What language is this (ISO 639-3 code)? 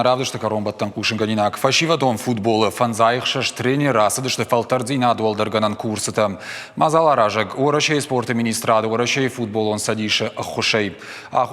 oss